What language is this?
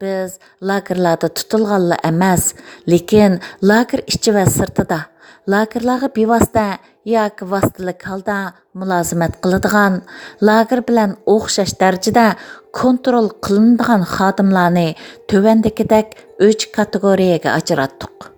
Uyghur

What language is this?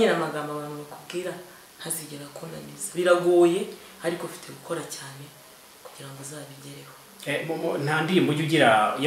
Kinyarwanda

